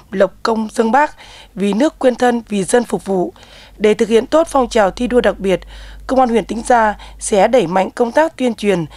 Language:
Vietnamese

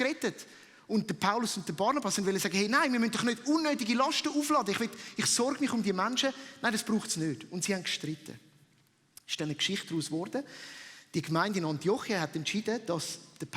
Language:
Swiss German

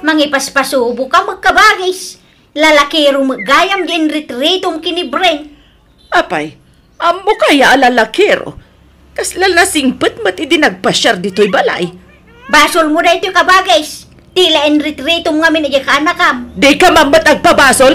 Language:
Iloko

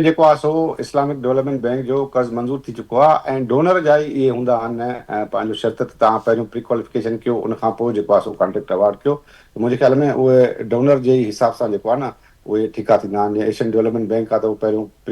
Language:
Sindhi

